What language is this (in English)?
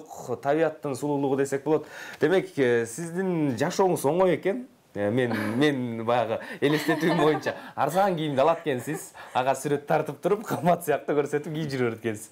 Kyrgyz